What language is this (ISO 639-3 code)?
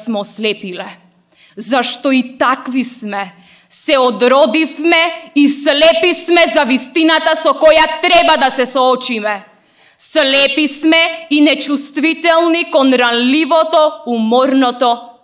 mkd